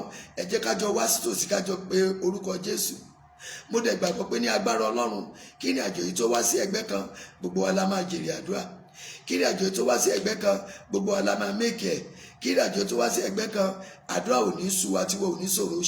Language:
Yoruba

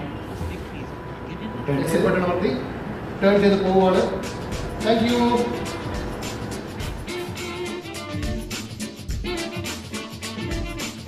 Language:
Malayalam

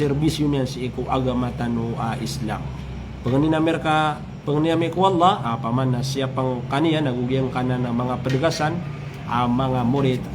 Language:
Maranao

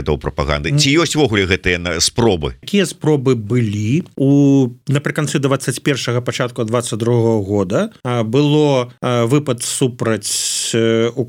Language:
Belarusian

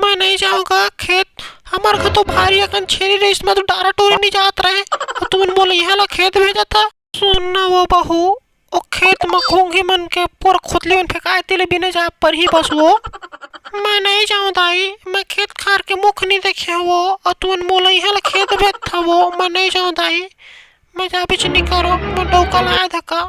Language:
Chhattisgarhi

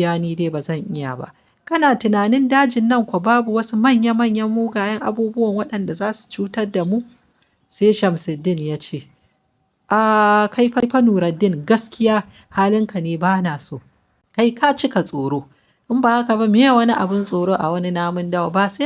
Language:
Hausa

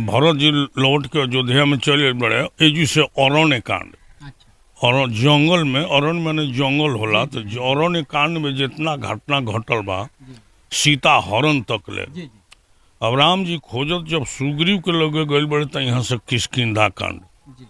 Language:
Bhojpuri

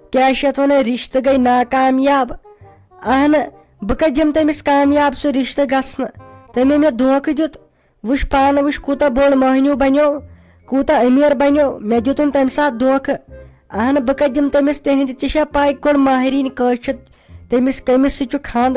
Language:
Kashmiri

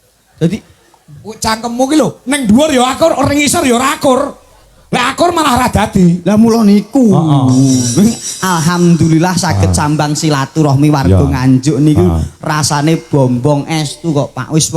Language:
Javanese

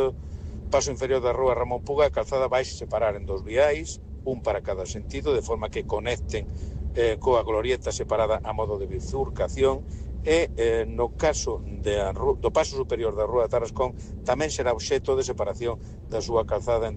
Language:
Galician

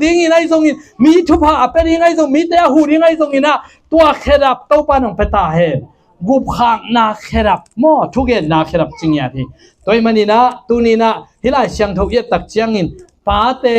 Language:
Tedim Chin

